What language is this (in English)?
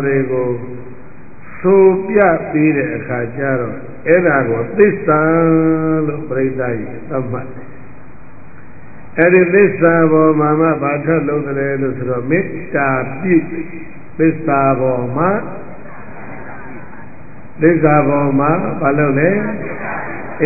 Burmese